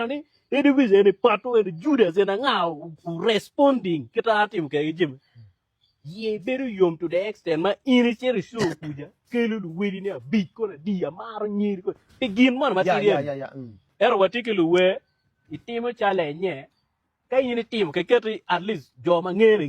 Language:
Acoli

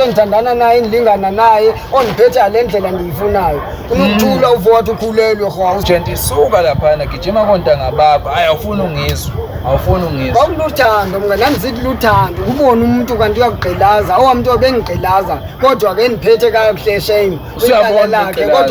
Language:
Zulu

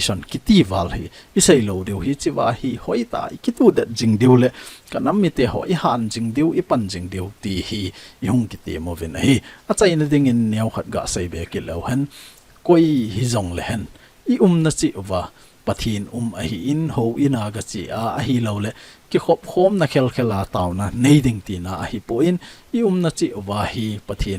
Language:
Thado Chin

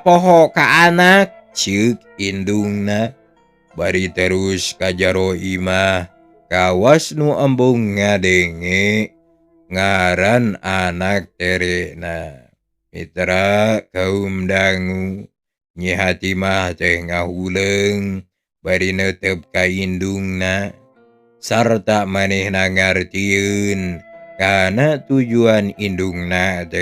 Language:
Sundanese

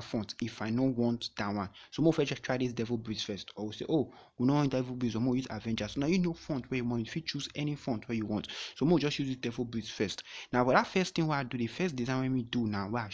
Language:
Nigerian Pidgin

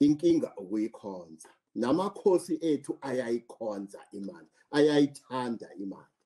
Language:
Zulu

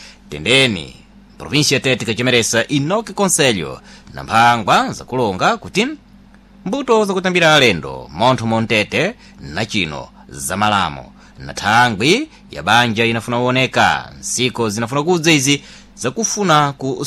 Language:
Sena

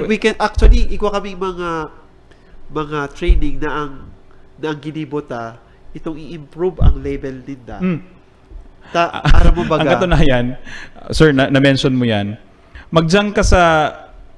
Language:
Bikol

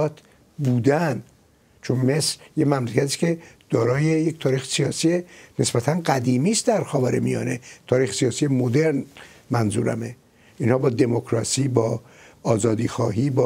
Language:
Persian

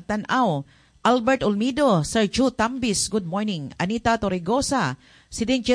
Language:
Cebuano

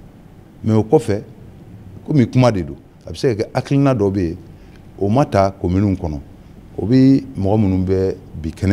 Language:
Bambara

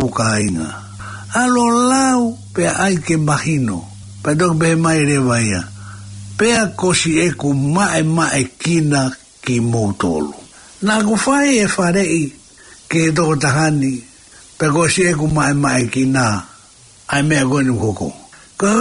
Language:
Tongan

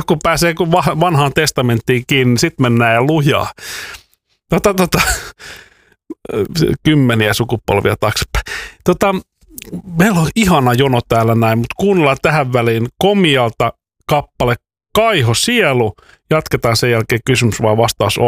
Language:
Finnish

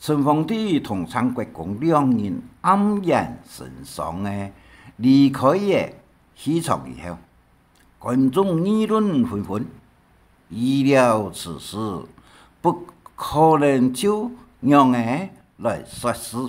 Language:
Hakka Chinese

